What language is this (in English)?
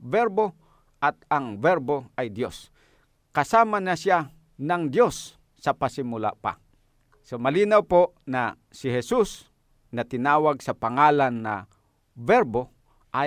Filipino